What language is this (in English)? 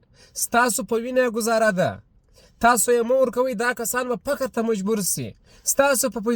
Pashto